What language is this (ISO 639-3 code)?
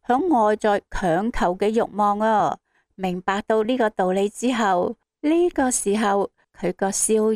yue